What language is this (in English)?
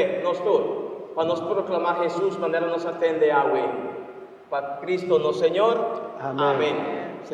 Papiamento